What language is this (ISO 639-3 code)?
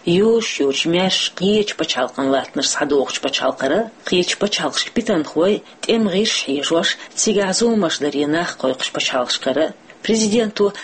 che